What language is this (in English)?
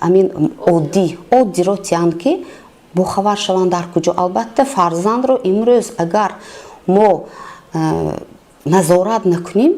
Tajik